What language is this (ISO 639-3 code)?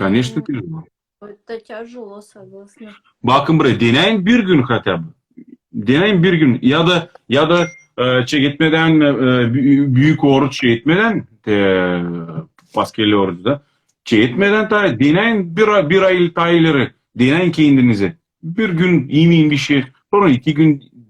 crh